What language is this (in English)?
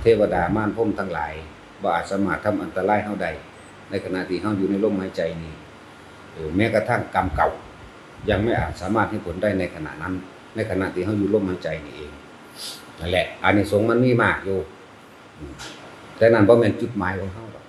Lao